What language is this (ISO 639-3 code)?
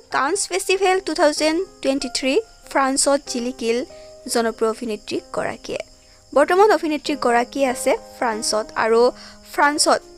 asm